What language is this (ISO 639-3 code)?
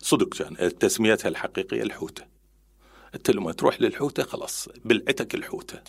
acm